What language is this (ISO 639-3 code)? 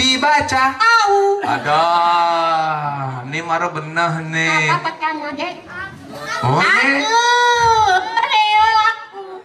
ban